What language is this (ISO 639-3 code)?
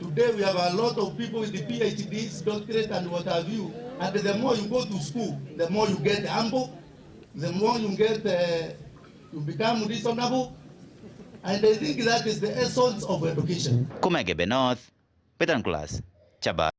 mer